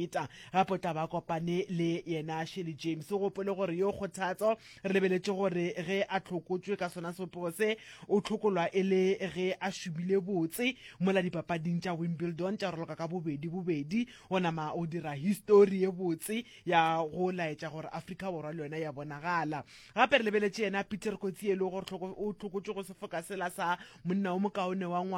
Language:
Northern Sotho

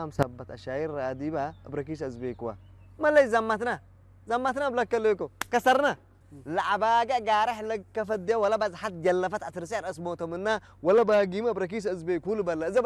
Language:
Tigre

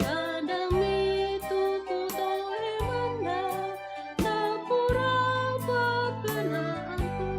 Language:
Toraja-Sa'dan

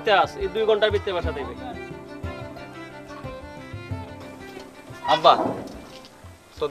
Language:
Bangla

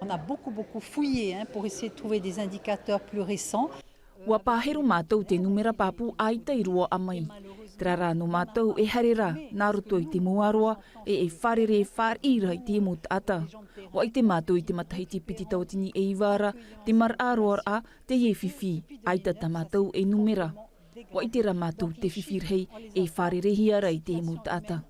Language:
Tahitian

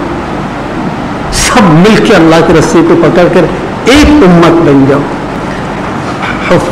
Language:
Urdu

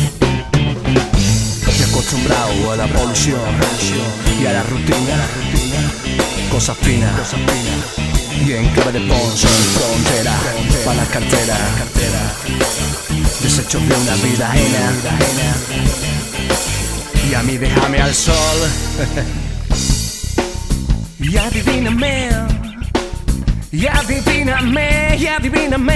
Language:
Spanish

